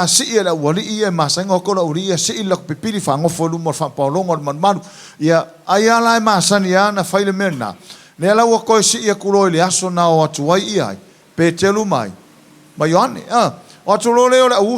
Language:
Samoan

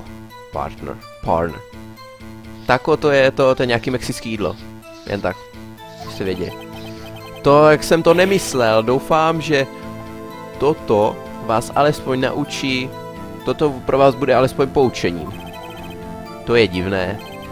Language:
Czech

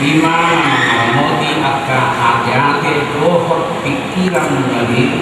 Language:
Batak Toba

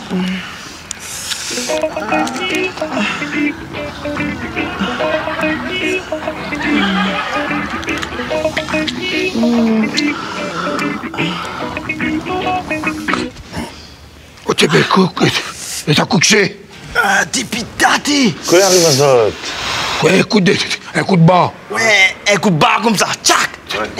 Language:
French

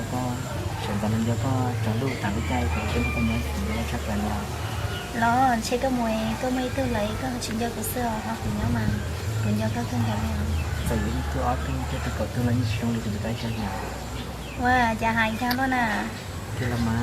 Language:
Hmong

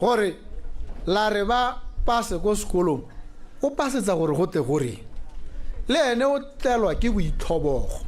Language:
Tswana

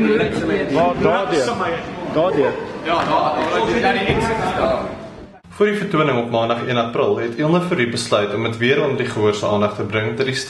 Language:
Afrikaans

